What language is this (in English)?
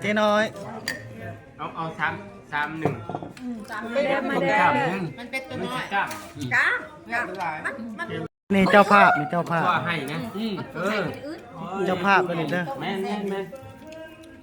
Lao